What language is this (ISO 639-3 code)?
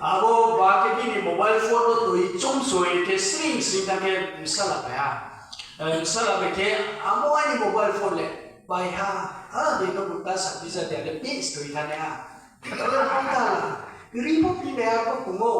ria